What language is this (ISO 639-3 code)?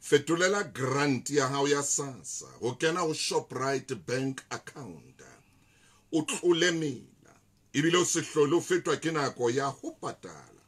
sot